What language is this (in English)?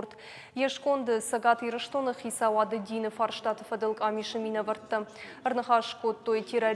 Ossetic